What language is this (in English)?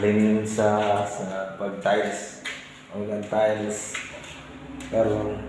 Cebuano